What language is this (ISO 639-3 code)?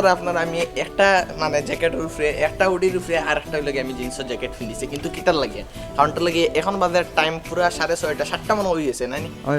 syl